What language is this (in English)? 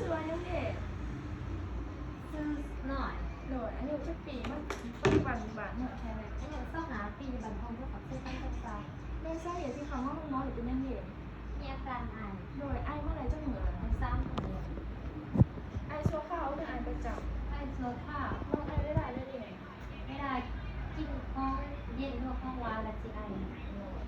Lao